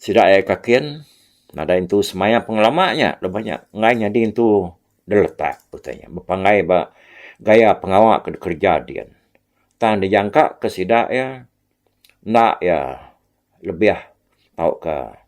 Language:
Iban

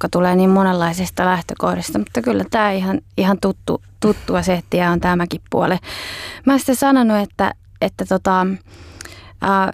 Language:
Finnish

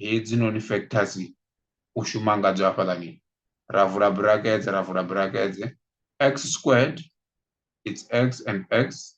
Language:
Venda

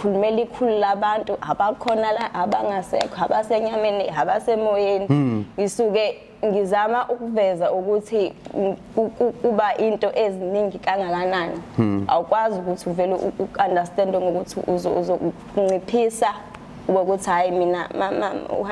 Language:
Zulu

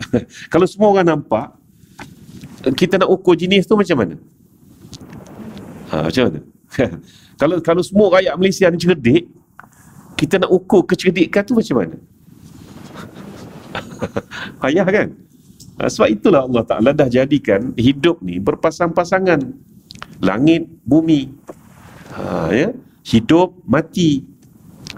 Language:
Malay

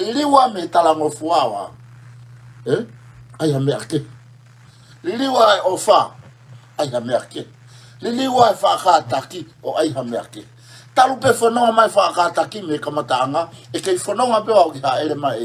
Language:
Tongan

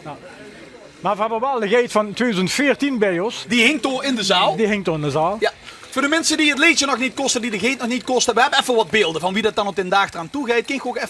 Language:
Limburgish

